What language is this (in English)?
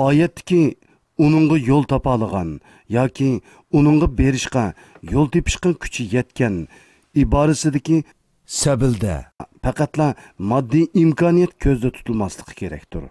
Uyghur